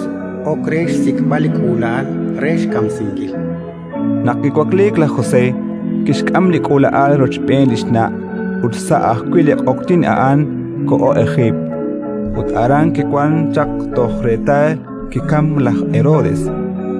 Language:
Kekchí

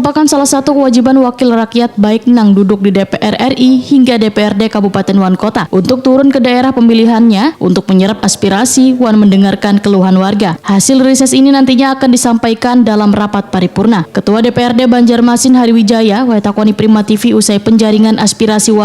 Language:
Banjar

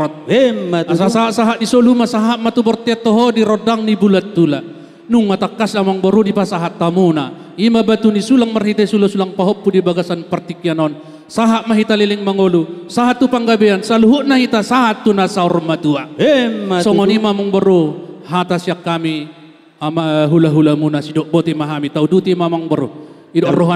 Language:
Batak Toba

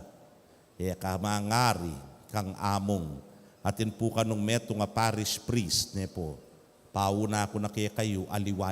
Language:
Pampanga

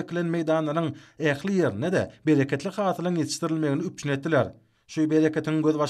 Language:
Turkmen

